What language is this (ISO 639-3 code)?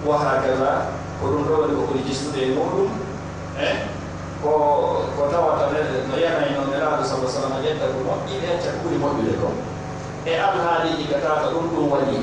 fuf